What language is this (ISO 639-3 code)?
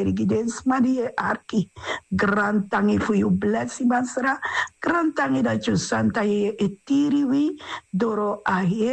srn